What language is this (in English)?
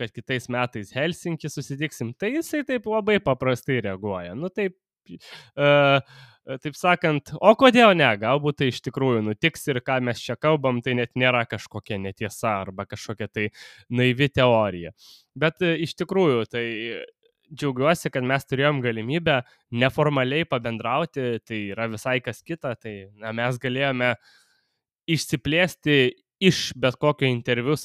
Lithuanian